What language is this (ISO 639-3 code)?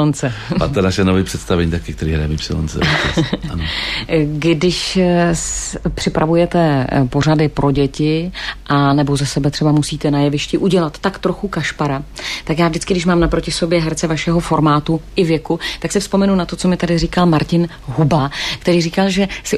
ces